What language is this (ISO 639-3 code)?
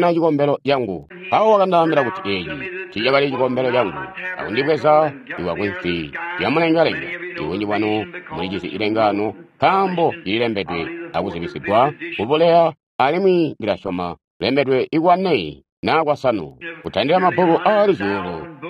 toi